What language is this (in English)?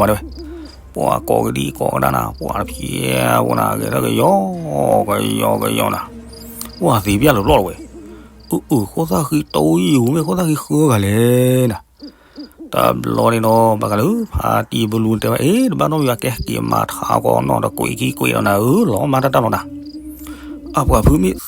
S'gaw Karen